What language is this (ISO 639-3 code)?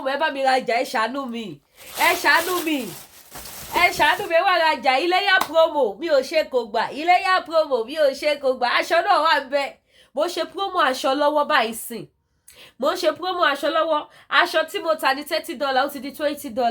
yor